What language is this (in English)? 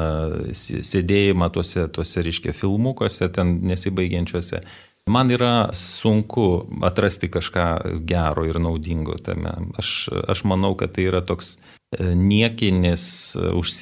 Lithuanian